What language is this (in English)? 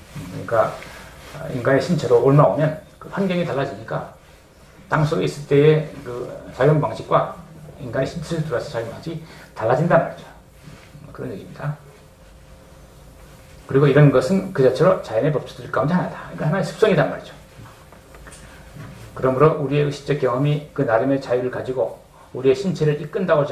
Korean